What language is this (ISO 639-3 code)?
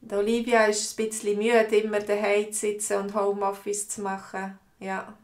gsw